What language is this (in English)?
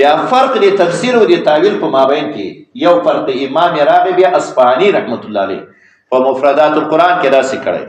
Pashto